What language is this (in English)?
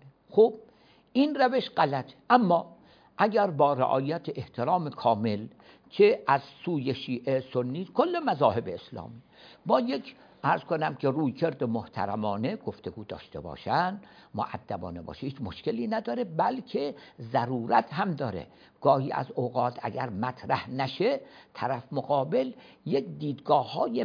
Persian